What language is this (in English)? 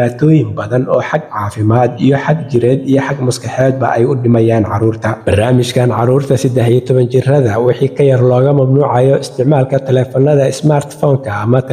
Somali